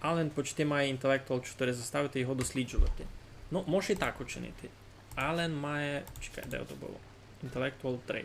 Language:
Rusyn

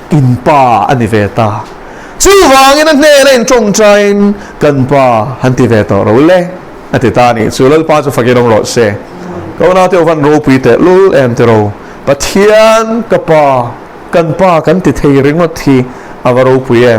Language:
Mizo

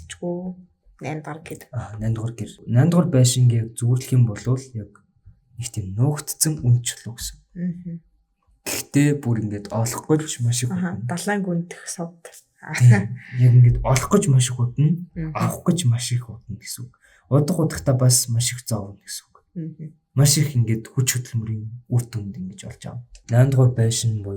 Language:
Mongolian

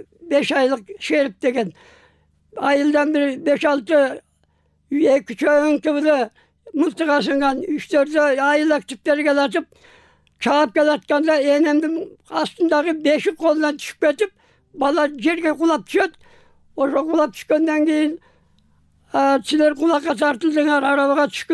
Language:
Kyrgyz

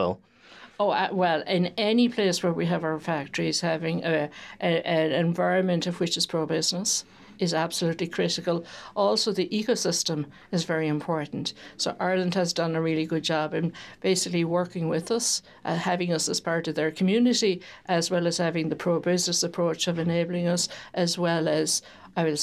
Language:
English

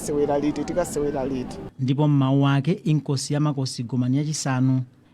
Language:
Nyanja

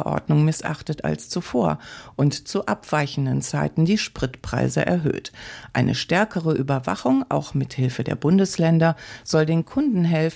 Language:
German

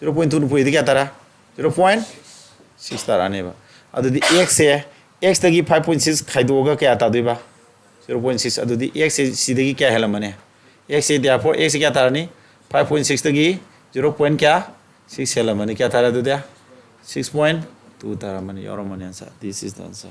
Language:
Manipuri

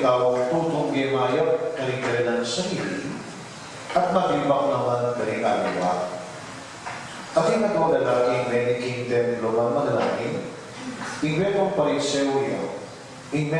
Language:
Pampanga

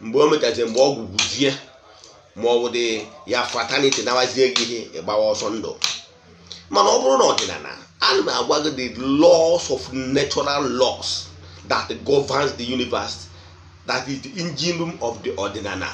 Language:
Igbo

